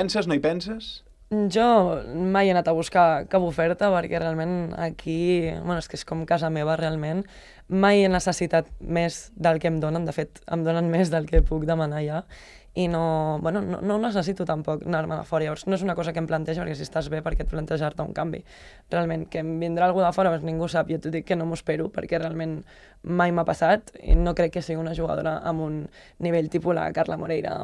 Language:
Catalan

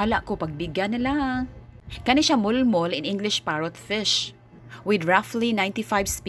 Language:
Cebuano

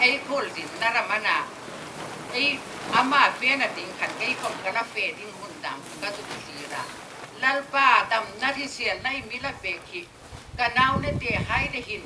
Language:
Hmar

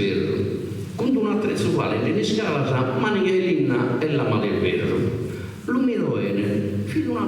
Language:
Sardinian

